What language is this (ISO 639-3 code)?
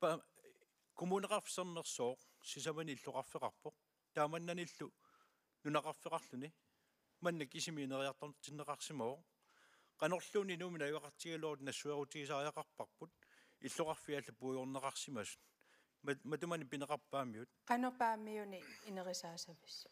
kal